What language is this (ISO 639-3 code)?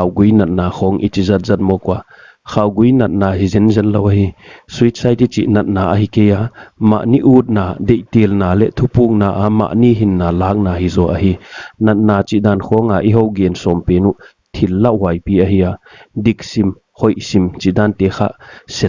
pck